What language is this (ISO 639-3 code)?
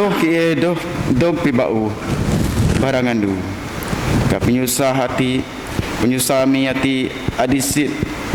bth